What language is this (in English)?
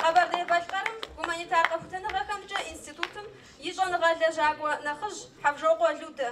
Kabardian